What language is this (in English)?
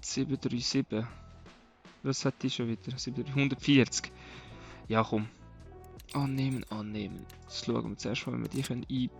Swiss German